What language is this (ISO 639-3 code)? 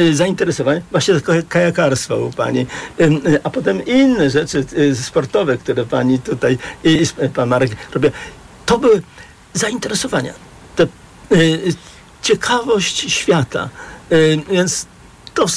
pol